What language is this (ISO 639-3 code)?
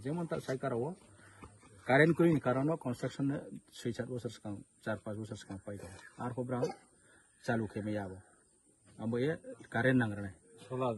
trp